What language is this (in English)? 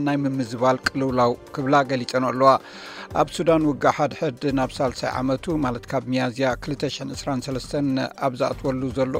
Tigrinya